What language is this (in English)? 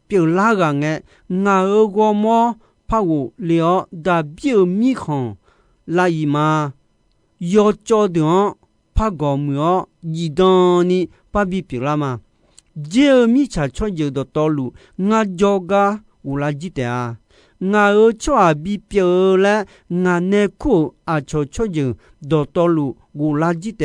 Akha